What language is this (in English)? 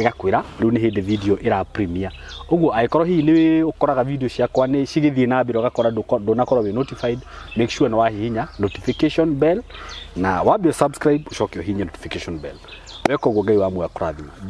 Kikuyu